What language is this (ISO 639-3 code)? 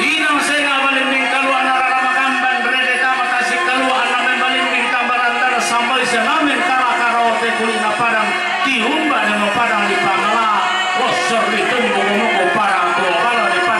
sda